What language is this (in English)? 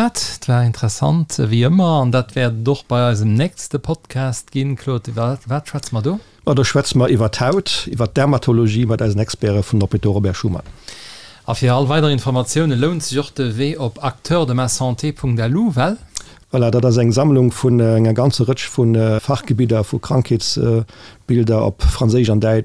Luxembourgish